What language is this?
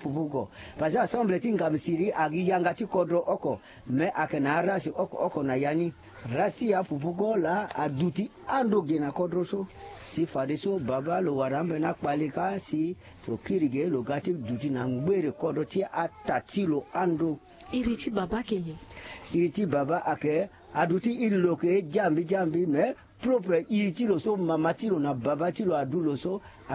Sango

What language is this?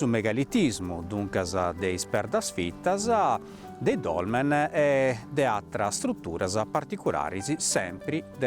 Sardinian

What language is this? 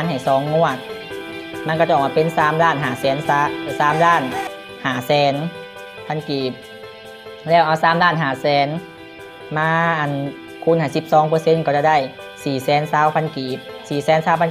Lao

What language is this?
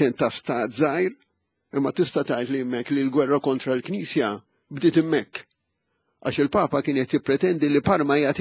Maltese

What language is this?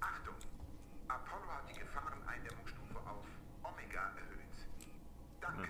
Bavarian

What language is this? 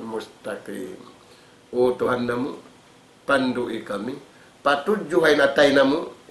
Tausug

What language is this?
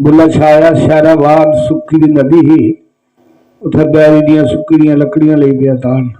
Dogri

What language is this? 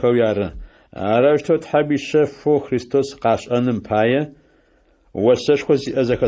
Adyghe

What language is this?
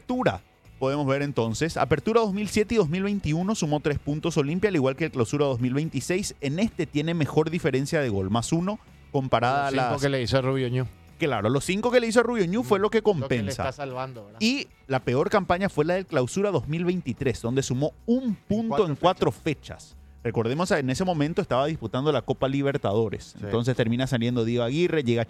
Spanish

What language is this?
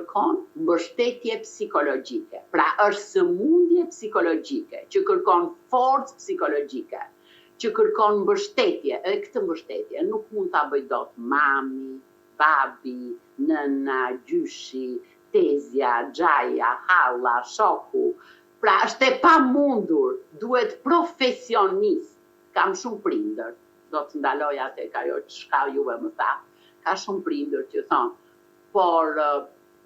Albanian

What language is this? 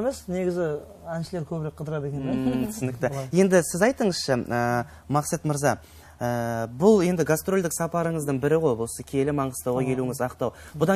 Kara-Kalpak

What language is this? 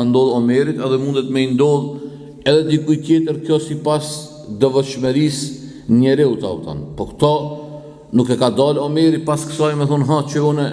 Albanian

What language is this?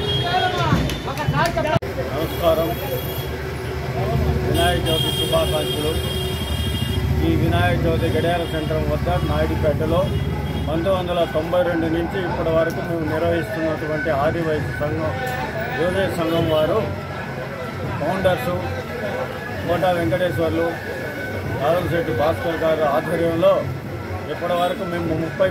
Telugu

